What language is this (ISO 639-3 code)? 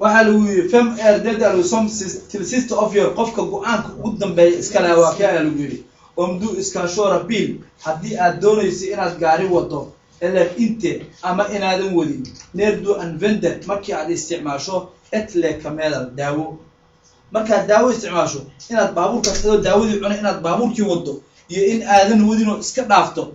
som